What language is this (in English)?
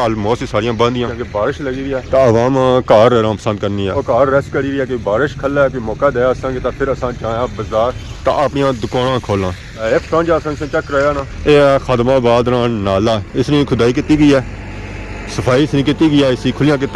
Pahari-Potwari